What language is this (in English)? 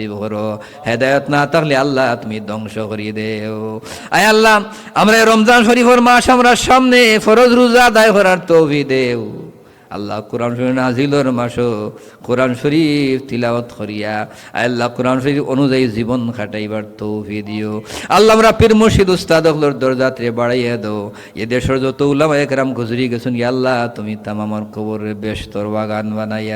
Sylheti